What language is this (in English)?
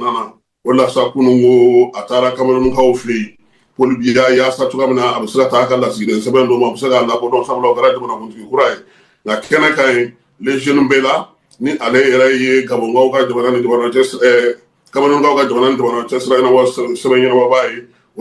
Bambara